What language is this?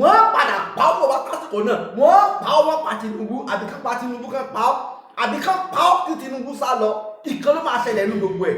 Yoruba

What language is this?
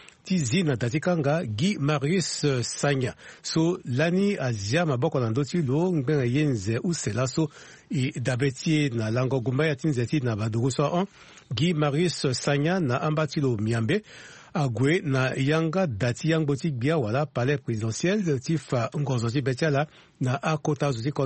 Sango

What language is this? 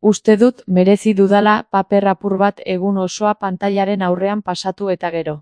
Basque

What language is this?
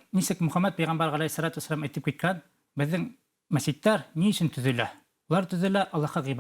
Bashkir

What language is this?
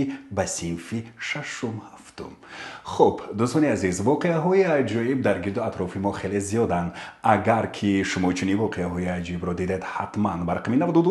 Tajik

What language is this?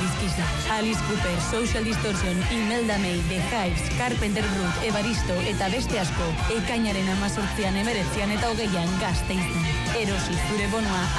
Basque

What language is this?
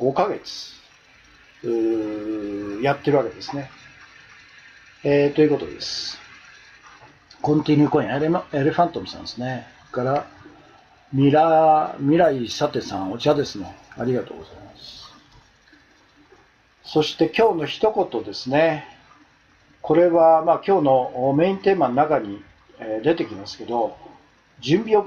Japanese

